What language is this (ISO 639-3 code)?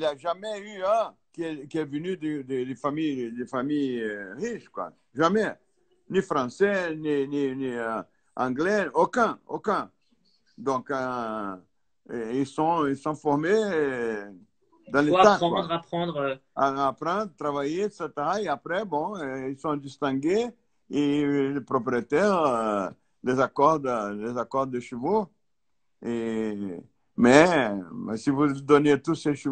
fra